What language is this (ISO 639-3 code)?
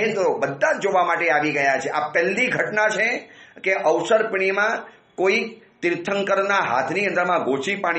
guj